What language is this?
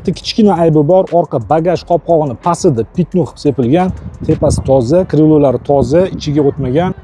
Uzbek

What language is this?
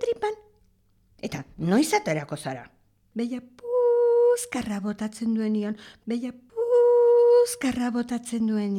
Basque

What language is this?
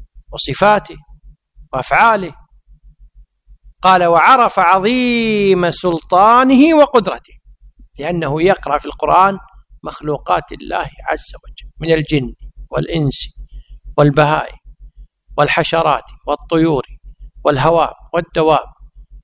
Arabic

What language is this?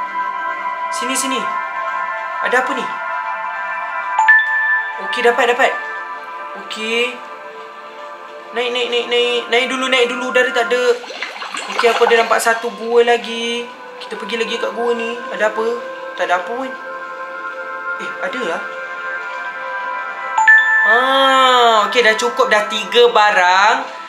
Malay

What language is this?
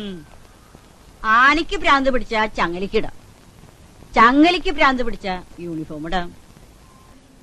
Malayalam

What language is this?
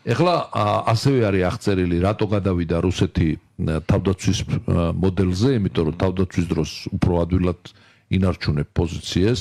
Georgian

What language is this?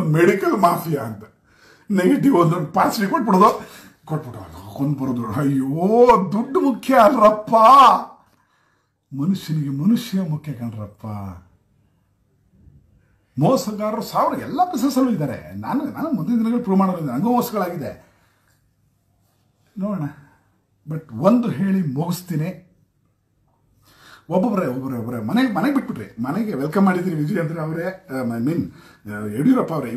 Kannada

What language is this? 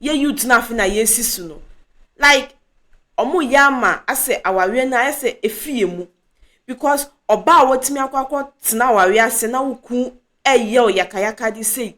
Akan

